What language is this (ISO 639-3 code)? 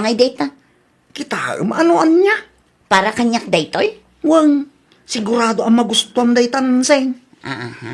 ilo